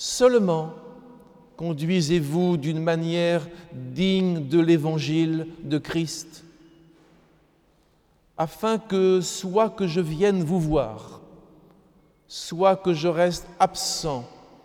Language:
French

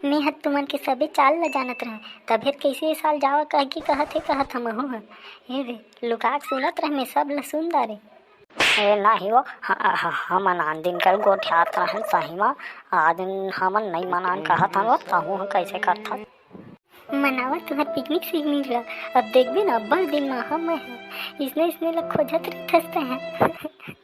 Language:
Chhattisgarhi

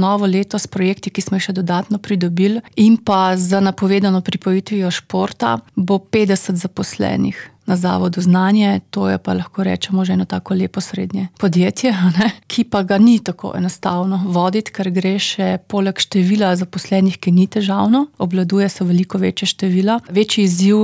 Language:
Slovenian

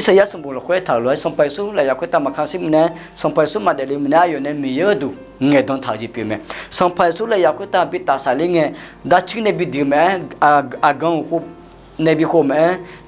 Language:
Akha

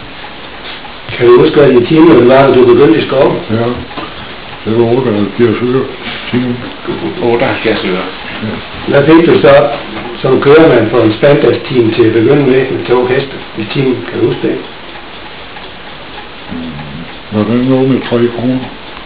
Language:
Danish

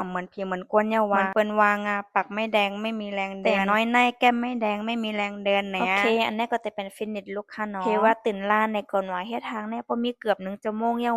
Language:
Shan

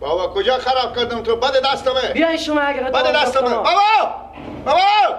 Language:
Persian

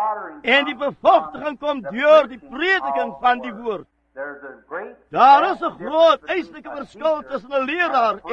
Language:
Afrikaans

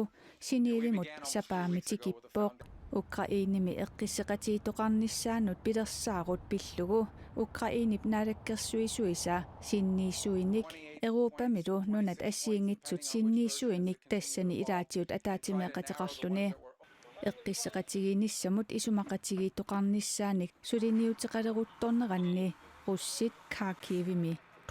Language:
Kalaallisut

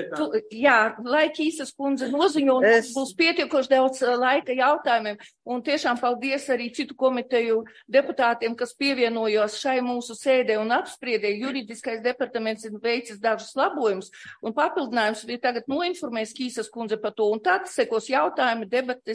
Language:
Latvian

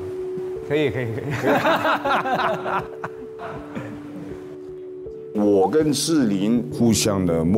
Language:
Chinese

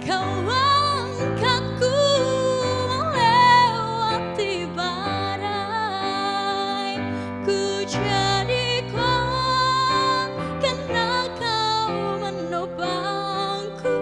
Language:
Nias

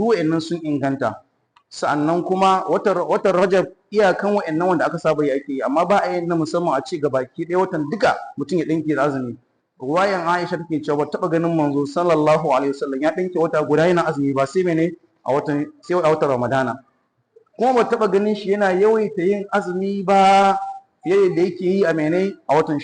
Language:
Hausa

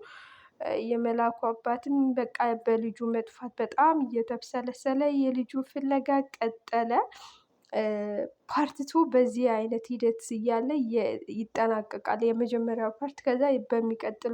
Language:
Amharic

